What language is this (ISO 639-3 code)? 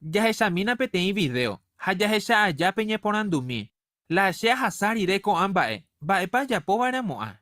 grn